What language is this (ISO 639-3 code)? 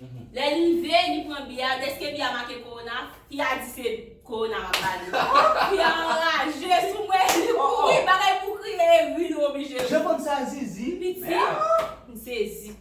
hat